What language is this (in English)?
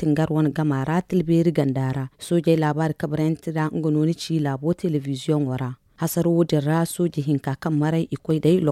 Zarma